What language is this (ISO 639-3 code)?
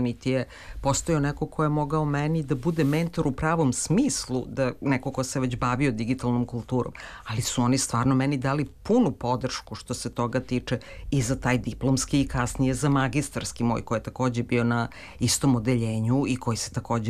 srp